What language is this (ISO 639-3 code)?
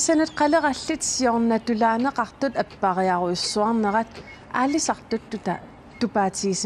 kal